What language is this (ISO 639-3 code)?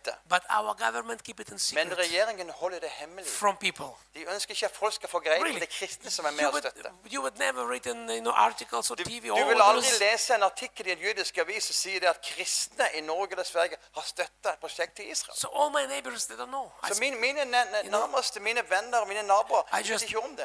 nor